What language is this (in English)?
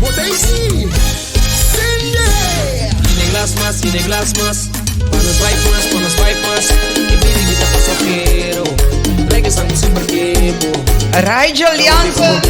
Papiamento